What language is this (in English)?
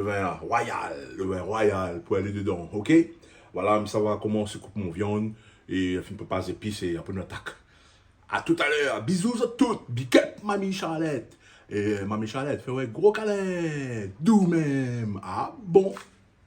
Réunion Creole French